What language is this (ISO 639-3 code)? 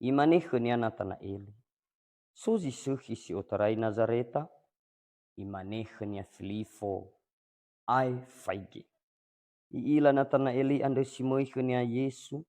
nia